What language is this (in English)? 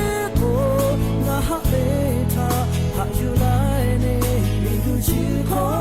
Lahu